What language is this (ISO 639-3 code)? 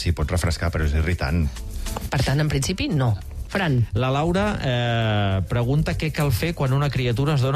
cat